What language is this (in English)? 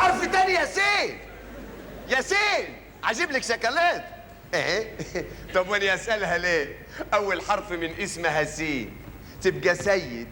Egyptian Arabic